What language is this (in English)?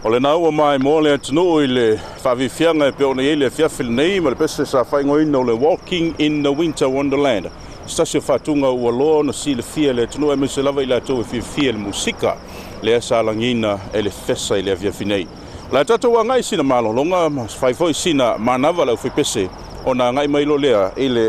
Samoan